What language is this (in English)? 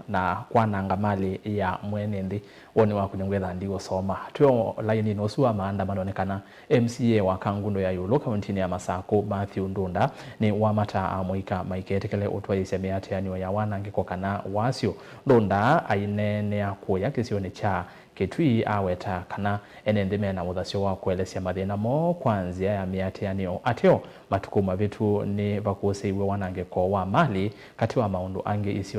Kamba